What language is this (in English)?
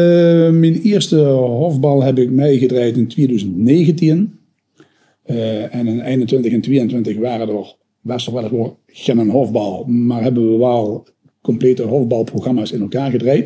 Limburgish